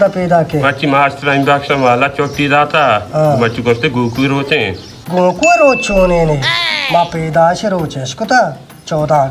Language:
Baluchi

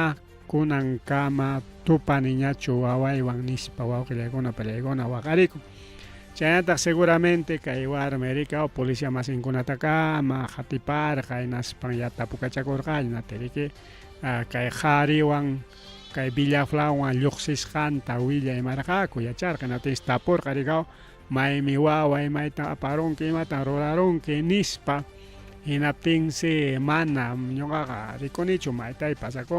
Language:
Ayacucho Quechua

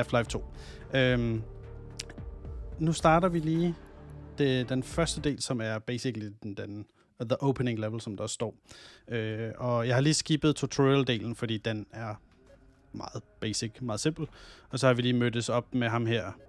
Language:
Danish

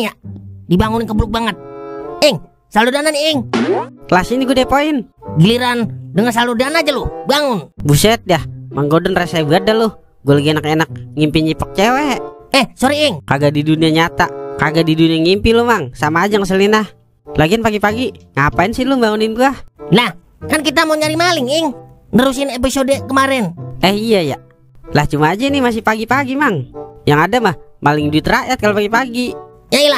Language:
Betawi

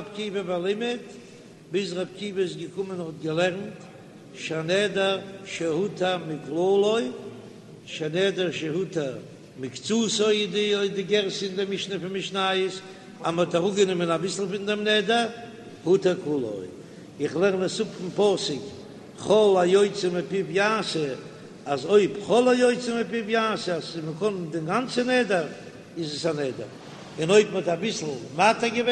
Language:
Yiddish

